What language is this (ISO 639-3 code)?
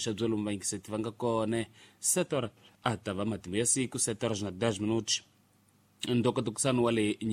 tso